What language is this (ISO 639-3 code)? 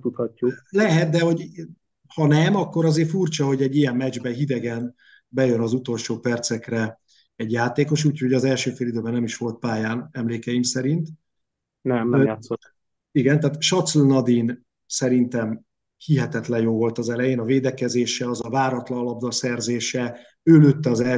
hun